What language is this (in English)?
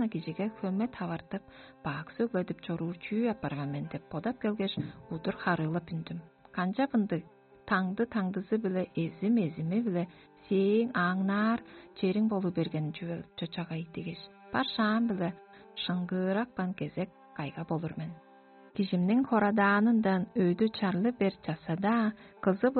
Tuvinian